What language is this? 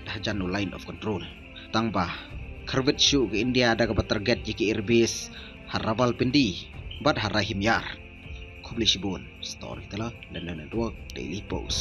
Khasi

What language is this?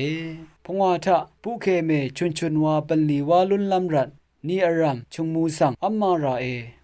Rawang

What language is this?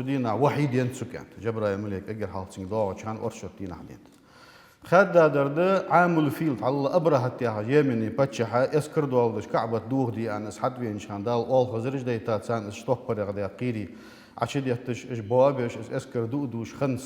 Ingush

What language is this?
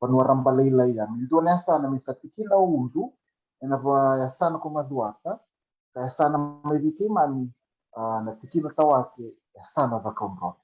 Fijian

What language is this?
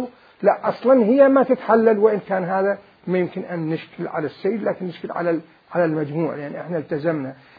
Mesopotamian Arabic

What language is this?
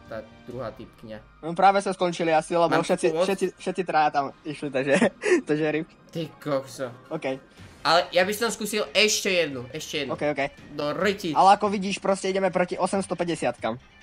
Slovak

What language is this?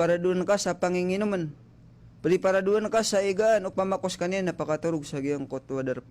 Maranao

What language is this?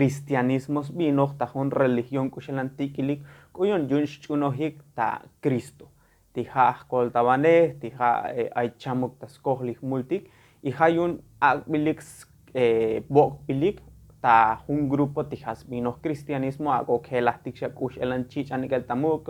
Tzotzil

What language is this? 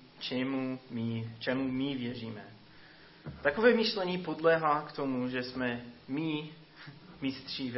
Czech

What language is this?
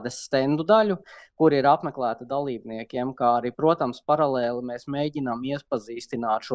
Latvian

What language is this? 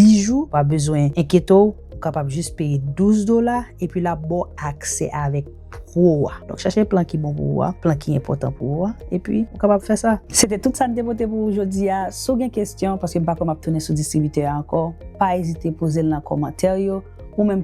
Haitian Creole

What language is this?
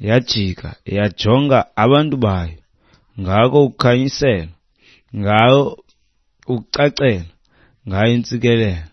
Xhosa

